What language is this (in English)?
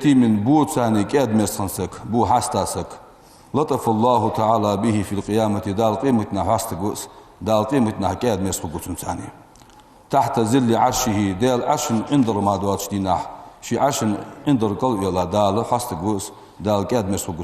Ingush